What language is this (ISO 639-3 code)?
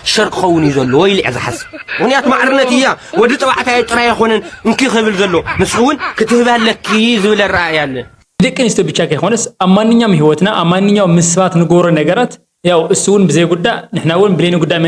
tir